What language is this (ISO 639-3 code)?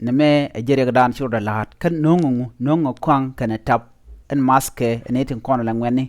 nus